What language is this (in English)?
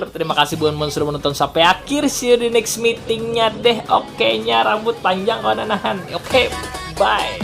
Banjar